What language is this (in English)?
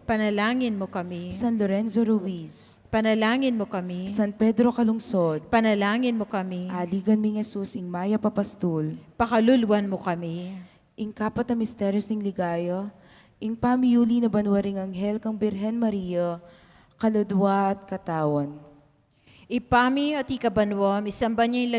Pampanga